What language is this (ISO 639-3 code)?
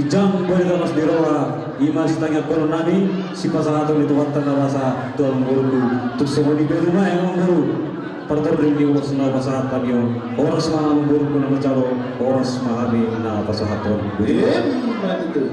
bbc